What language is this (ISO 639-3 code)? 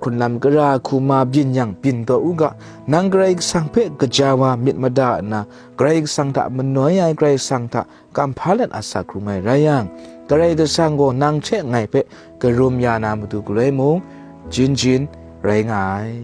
kac